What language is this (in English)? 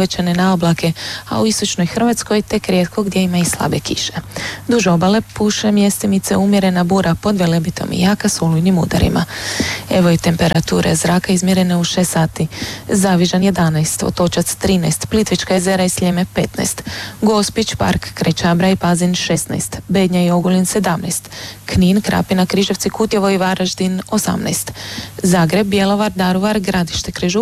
Croatian